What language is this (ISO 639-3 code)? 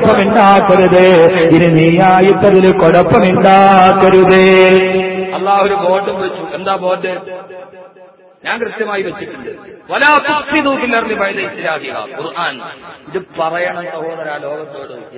mal